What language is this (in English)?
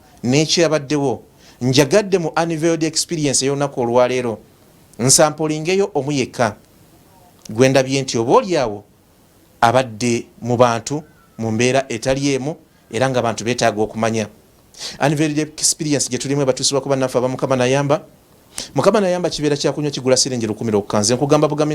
Ganda